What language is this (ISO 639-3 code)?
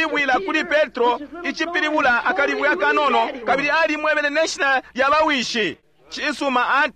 bem